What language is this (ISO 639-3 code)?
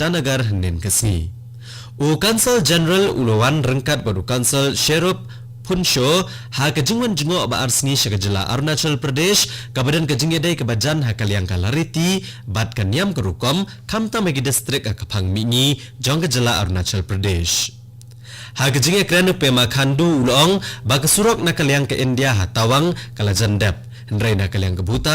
kha